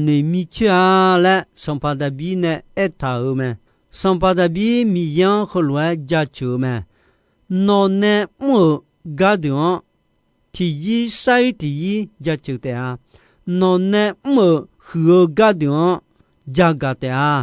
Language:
Akha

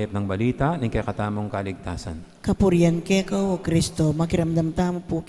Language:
Pampanga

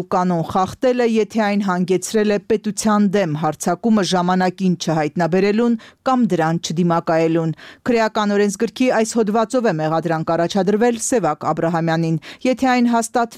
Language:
Armenian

